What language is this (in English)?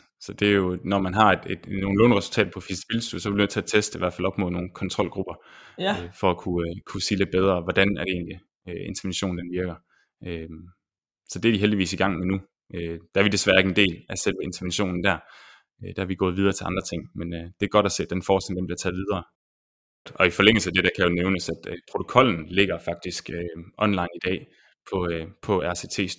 Danish